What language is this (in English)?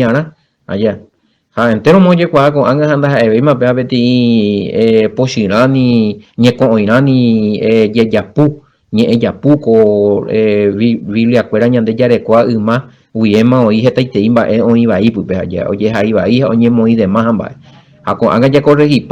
Guarani